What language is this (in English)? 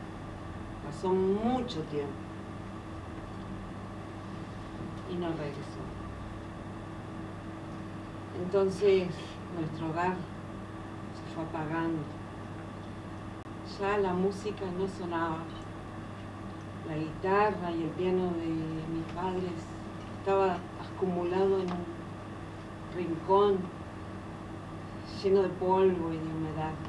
Spanish